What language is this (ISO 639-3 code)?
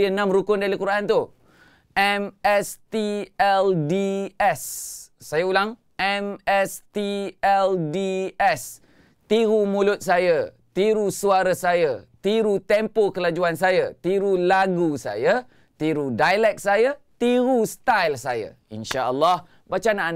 msa